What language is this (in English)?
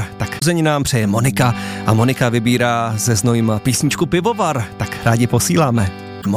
Czech